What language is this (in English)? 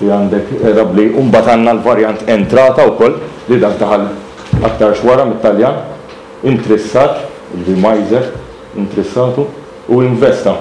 Maltese